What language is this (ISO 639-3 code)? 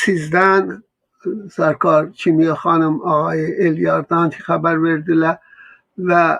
azb